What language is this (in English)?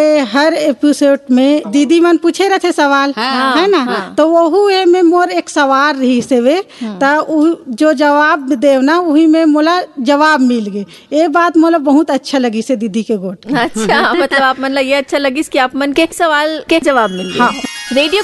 Chhattisgarhi